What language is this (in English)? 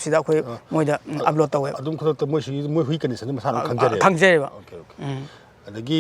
Manipuri